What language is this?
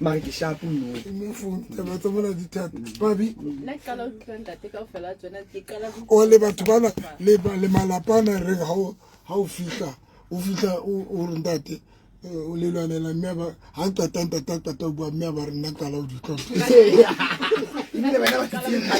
Southern Sotho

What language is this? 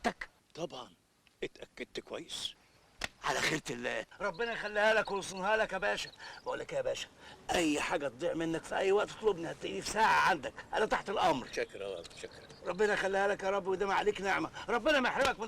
Egyptian Arabic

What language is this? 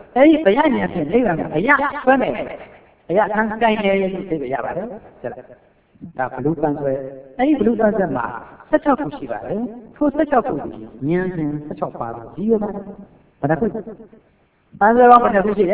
Burmese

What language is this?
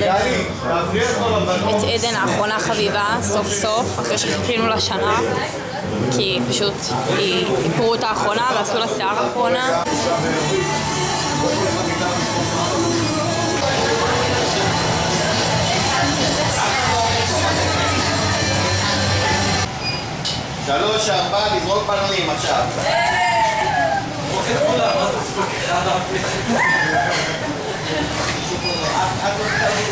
Hebrew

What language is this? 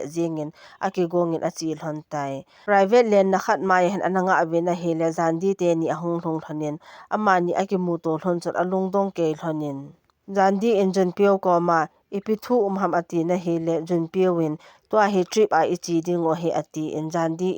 Thado Chin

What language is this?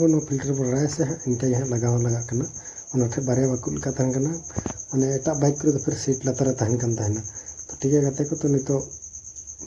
Santali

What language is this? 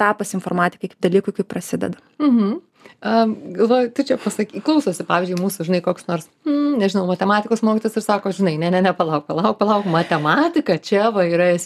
Lithuanian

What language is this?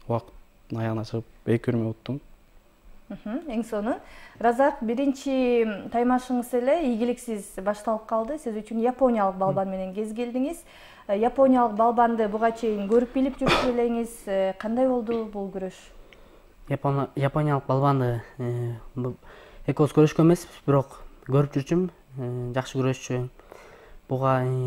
Kyrgyz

